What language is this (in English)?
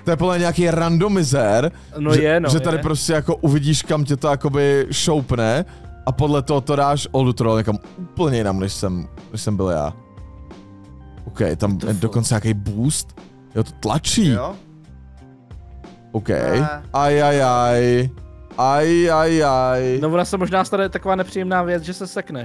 Czech